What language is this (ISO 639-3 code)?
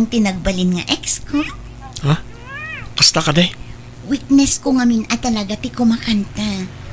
ilo